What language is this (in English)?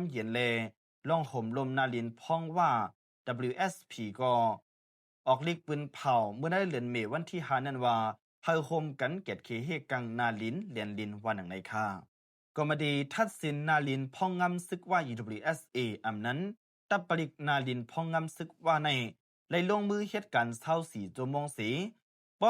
Shan